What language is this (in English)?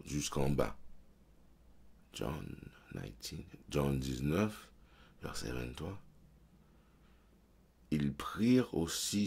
French